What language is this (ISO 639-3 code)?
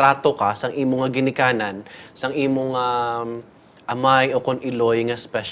hil